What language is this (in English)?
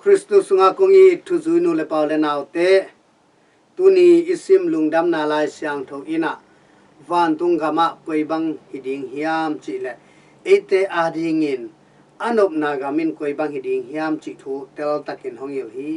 Tedim Chin